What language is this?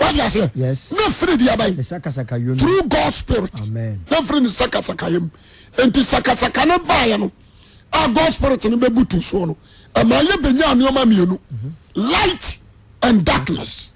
Akan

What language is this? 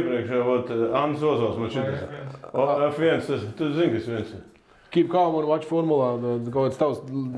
Latvian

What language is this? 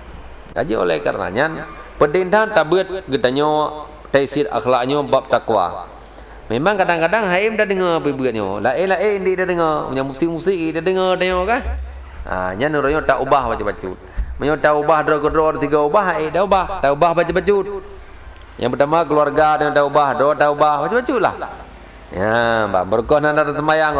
Achinese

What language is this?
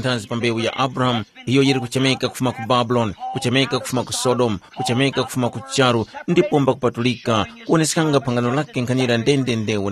Tumbuka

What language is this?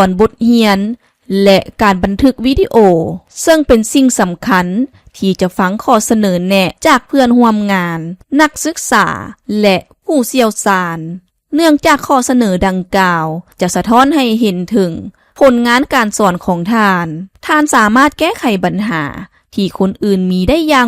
Lao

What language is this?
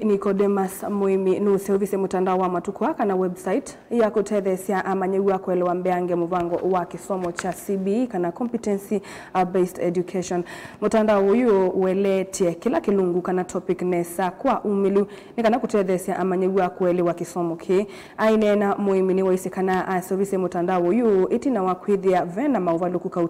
Kamba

